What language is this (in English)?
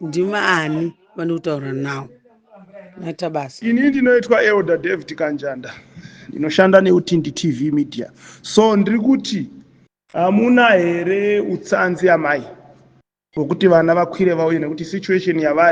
Shona